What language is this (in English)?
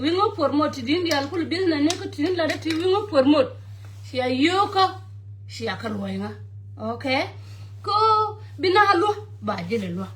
Nuer